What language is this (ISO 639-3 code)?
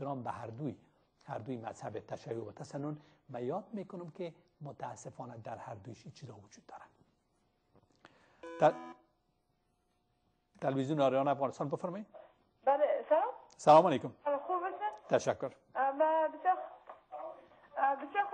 fas